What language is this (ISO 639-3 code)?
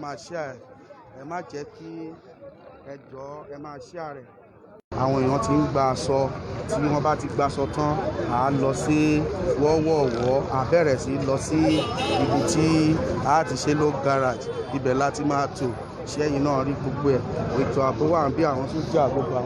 yor